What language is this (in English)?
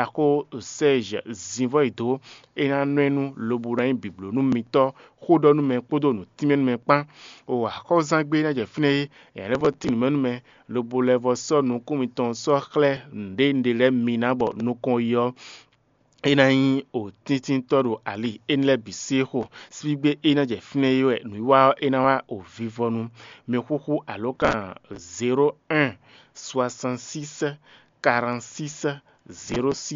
Fon